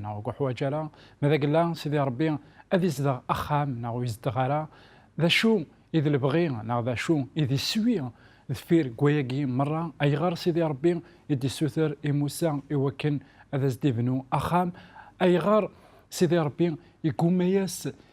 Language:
Kabyle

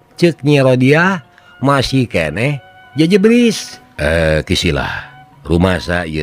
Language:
Sundanese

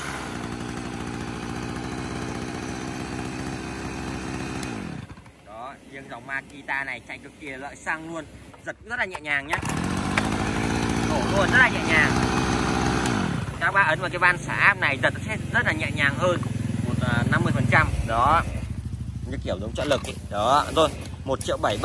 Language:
Vietnamese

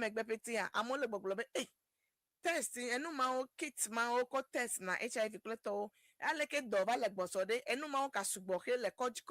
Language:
Ewe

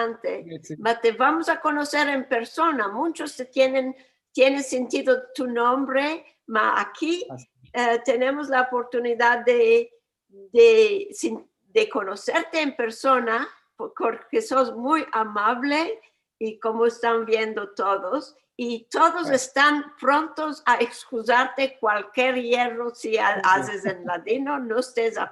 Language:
Ladino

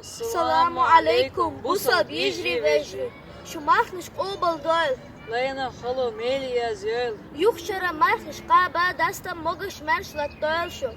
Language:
Chechen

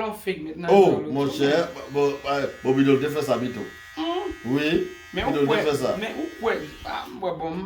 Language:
Haitian Creole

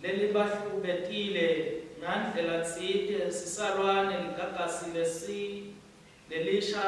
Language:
Swati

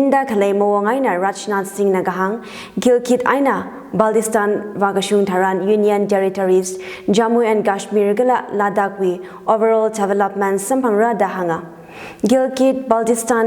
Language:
Tangkhul Naga (India)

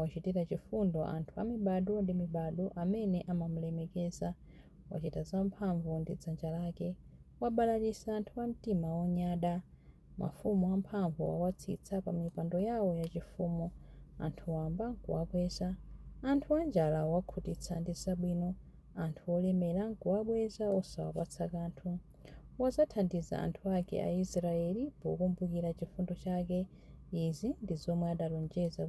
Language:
Nyanja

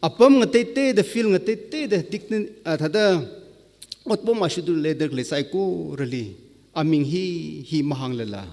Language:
Tangkhul Naga (India)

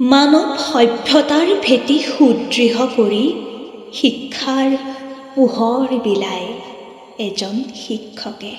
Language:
Assamese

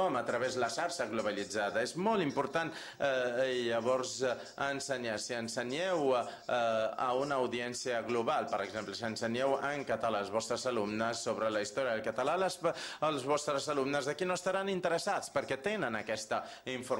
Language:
Catalan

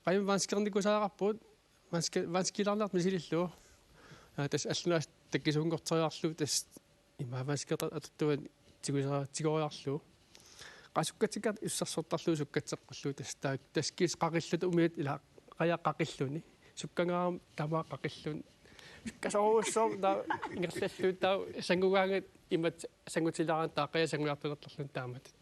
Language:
Kalaallisut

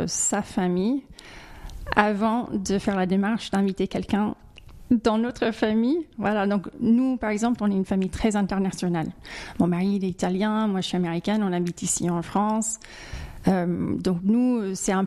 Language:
French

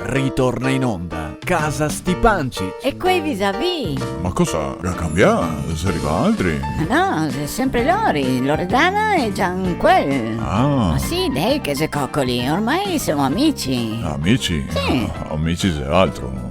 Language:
Venetian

